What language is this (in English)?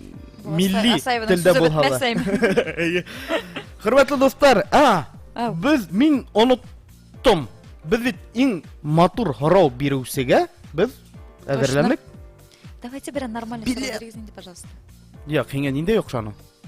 Bashkir